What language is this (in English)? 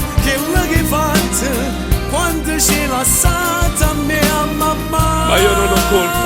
Neapolitan